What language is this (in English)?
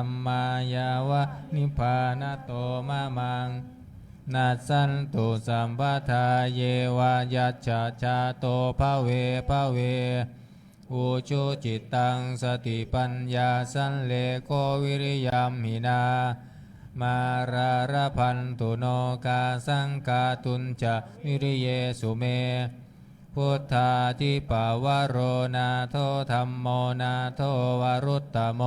Pali